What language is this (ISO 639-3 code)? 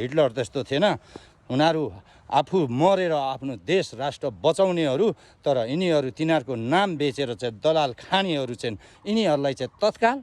nep